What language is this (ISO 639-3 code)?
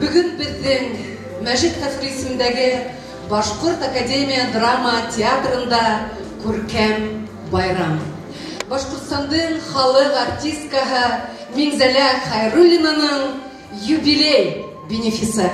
bak